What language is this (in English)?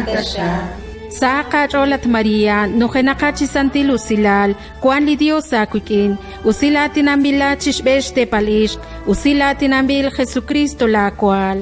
Kekchí